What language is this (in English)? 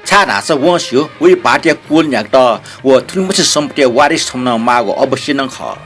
Newari